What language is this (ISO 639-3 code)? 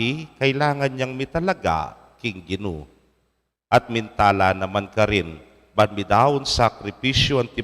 pam